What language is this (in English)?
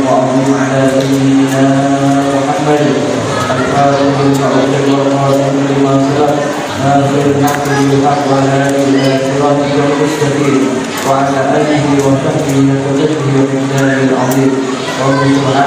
Arabic